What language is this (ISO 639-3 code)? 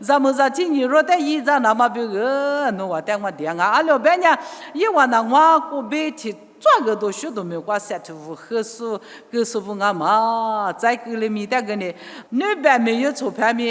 lis